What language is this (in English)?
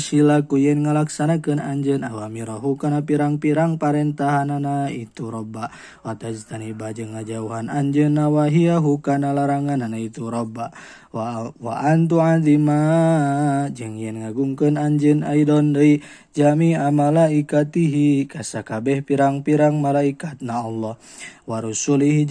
Sundanese